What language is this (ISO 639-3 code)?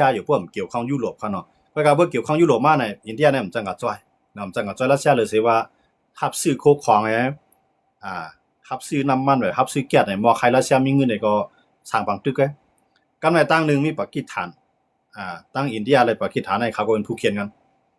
shn